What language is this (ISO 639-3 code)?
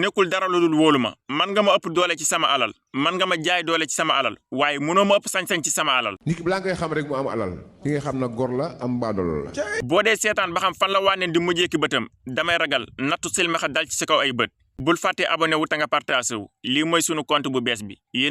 wol